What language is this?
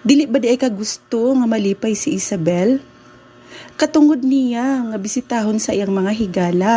Cebuano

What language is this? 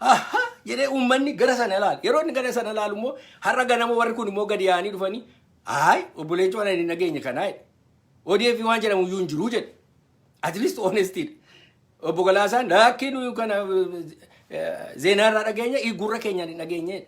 Oromo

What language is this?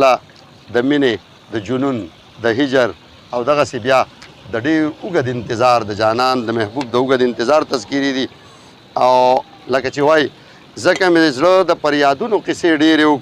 Pashto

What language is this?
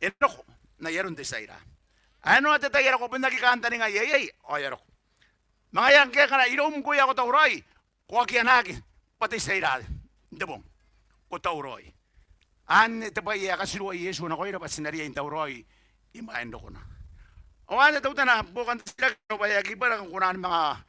Gilbertese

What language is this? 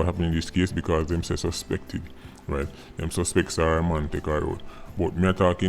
Jamaican Creole English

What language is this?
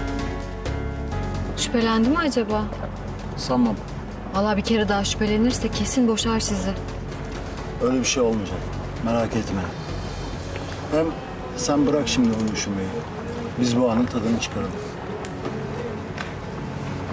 Turkish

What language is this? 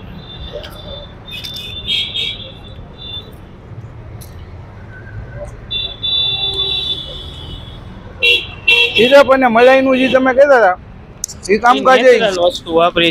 Gujarati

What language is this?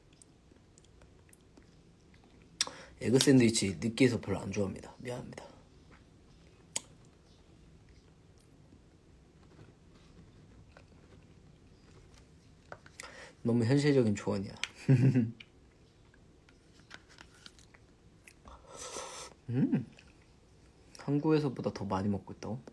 Korean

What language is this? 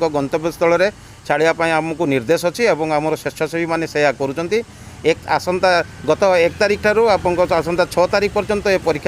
Odia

